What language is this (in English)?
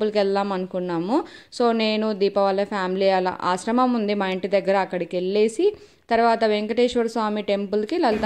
Telugu